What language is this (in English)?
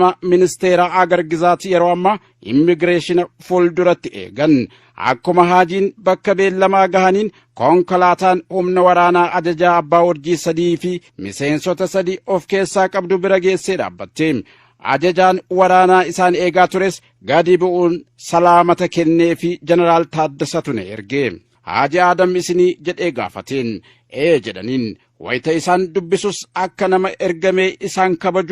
Oromo